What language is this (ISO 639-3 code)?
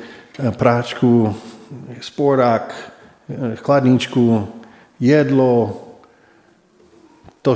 slk